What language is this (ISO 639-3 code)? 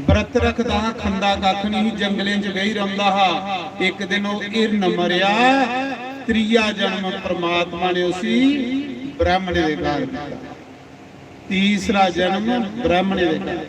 doi